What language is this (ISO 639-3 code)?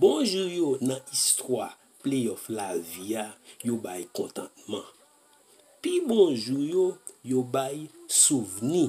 hat